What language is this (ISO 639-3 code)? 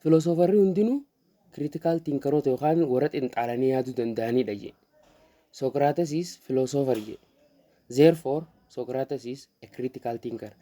orm